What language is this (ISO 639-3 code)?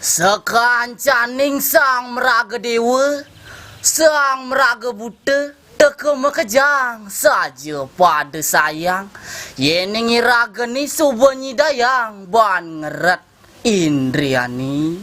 ban